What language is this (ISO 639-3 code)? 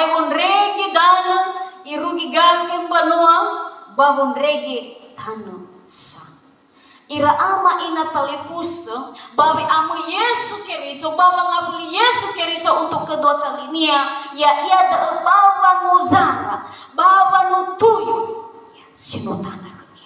nia